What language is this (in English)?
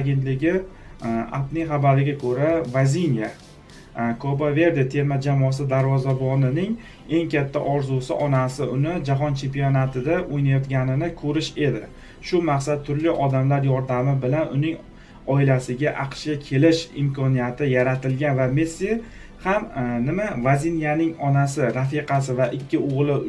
Uzbek